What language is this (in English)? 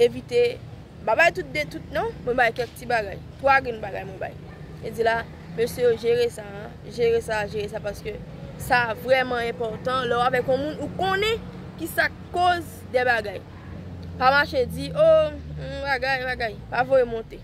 Haitian Creole